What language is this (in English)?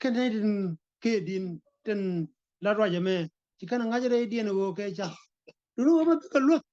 Nuer